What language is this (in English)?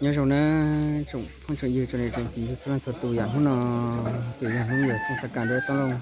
Hmong